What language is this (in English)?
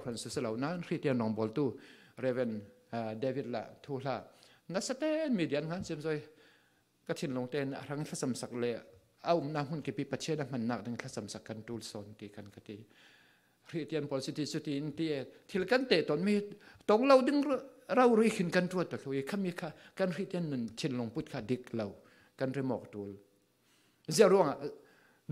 Falam Chin